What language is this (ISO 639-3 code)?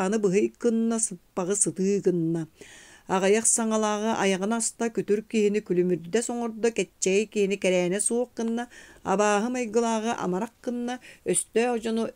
sah